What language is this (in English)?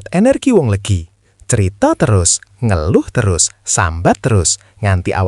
Javanese